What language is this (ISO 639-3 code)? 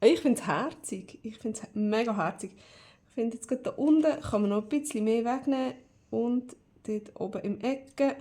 gsw